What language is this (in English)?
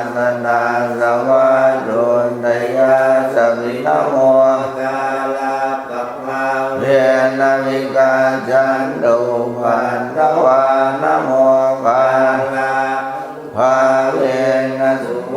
Pali